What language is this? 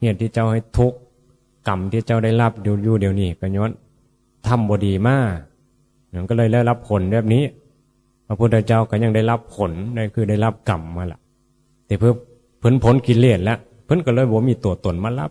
Northeastern Thai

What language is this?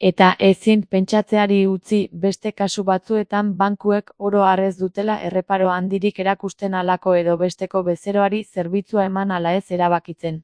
Basque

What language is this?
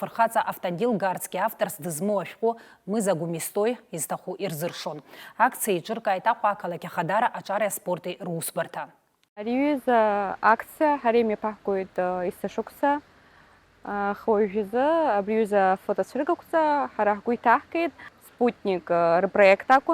Abkhazian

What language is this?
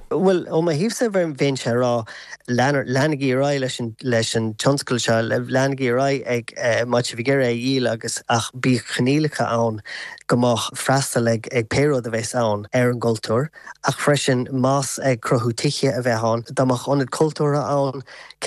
Irish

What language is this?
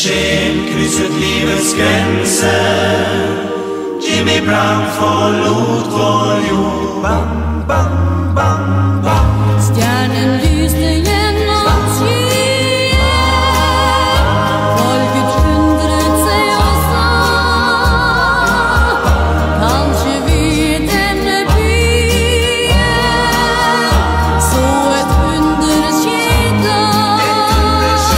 Norwegian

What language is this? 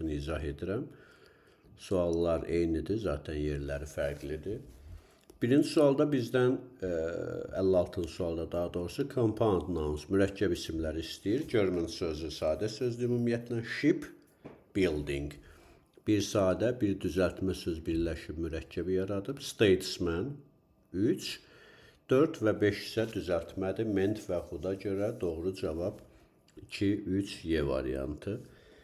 Azerbaijani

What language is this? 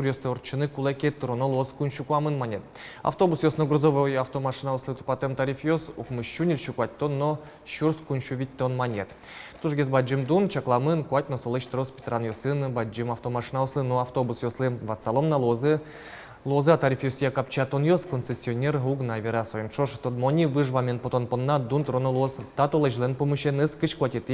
Udmurt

